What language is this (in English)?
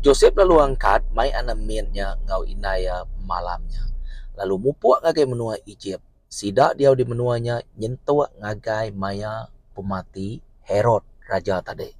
Iban